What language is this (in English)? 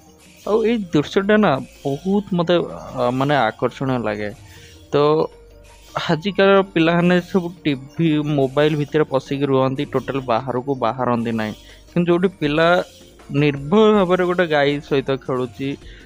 Odia